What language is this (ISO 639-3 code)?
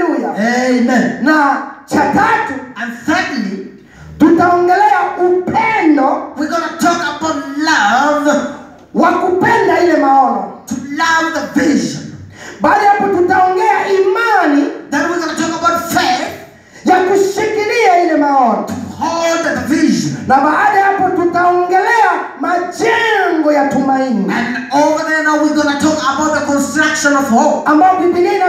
swa